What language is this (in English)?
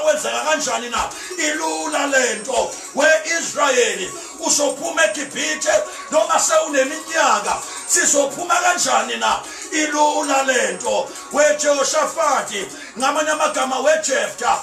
Zulu